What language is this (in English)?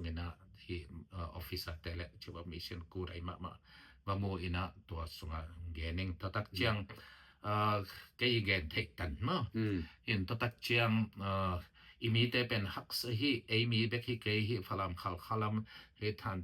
Tedim Chin